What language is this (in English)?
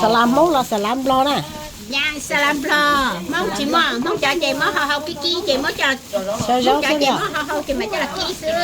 Hmong